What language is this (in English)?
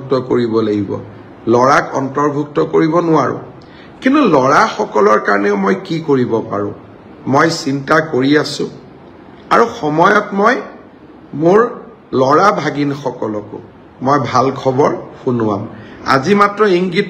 Assamese